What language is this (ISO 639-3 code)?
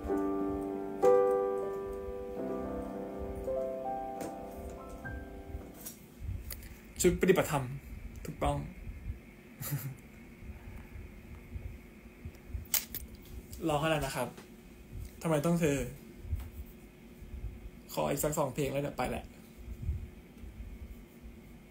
tha